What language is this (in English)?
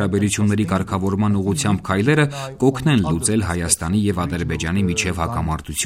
Armenian